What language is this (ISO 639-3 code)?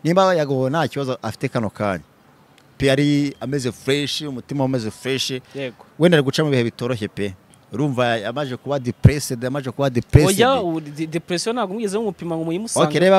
kin